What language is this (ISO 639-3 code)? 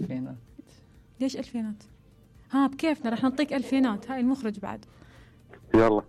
acm